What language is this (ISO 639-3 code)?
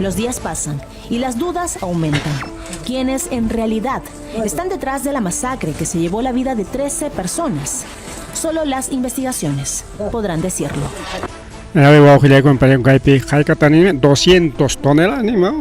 quy